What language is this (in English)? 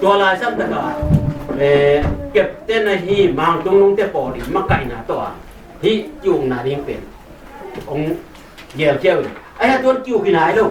Tedim Chin